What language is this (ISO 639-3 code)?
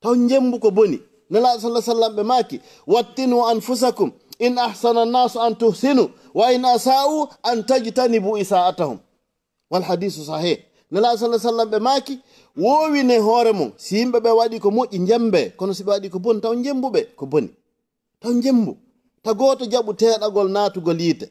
ful